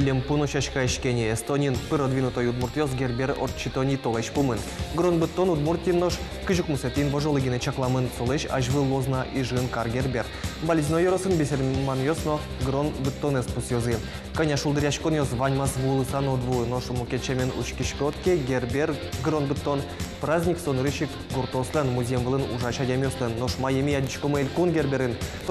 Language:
Udmurt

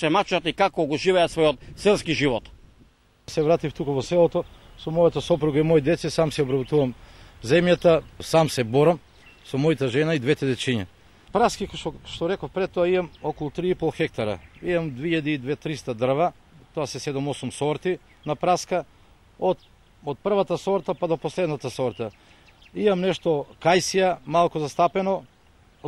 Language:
Macedonian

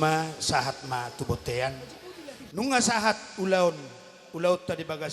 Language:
Batak Toba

